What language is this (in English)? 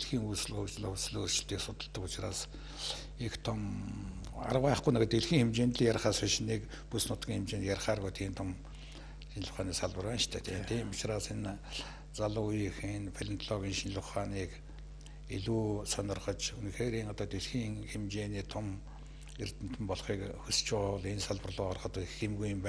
Mongolian